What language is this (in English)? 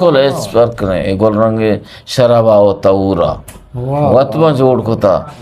Eastern Balochi